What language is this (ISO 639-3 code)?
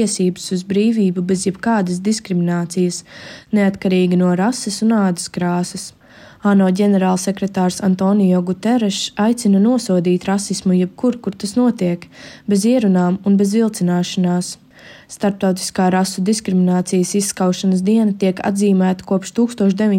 lav